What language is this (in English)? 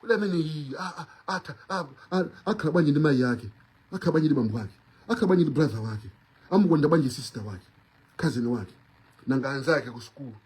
Nyanja